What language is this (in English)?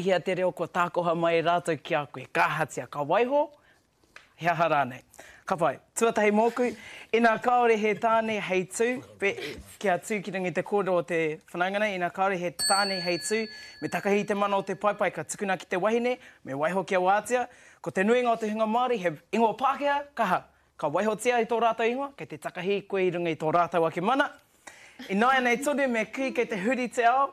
Māori